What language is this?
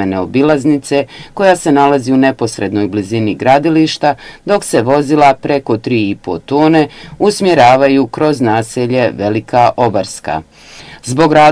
Bosnian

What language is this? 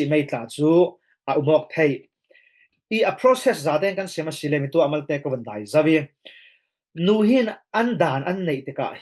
Falam Chin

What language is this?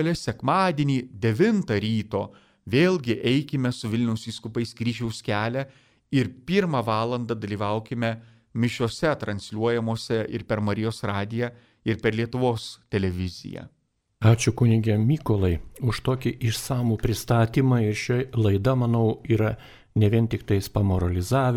Lithuanian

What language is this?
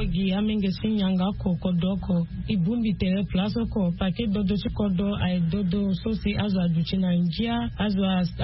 Sango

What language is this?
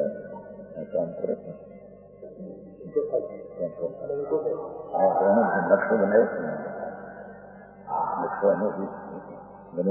Gujarati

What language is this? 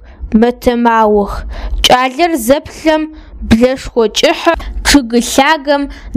Adyghe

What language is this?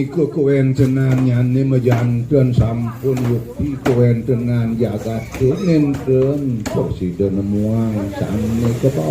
Balinese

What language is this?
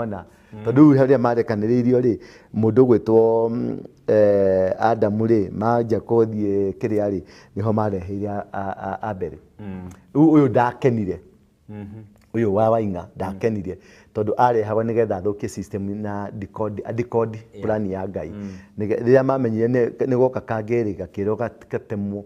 Kikuyu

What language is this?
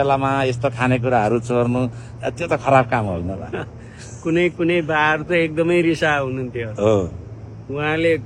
Nepali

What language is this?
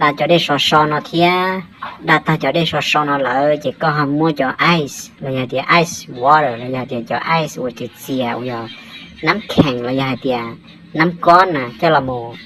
Hmong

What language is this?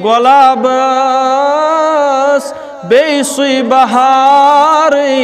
Kashmiri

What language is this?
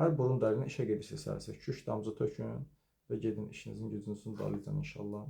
Azerbaijani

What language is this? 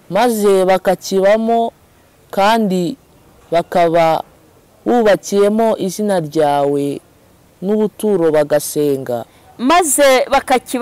Kinyarwanda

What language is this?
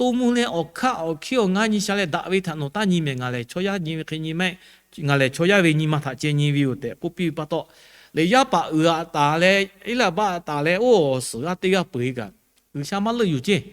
Lahu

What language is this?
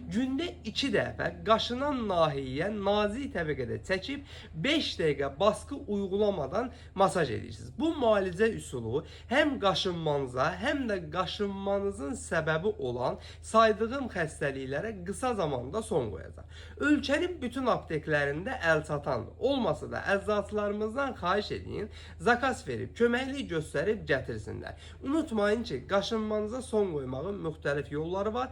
Azerbaijani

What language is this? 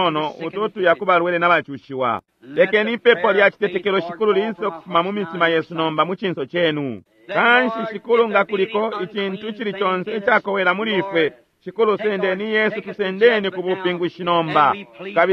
Bemba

